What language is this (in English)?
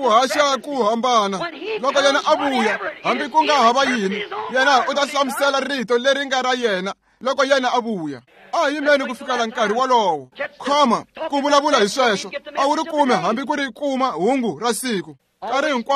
Tsonga